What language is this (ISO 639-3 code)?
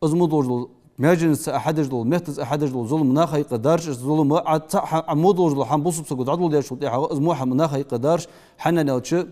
inh